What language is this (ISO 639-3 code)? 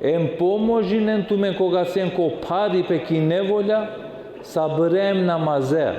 rmn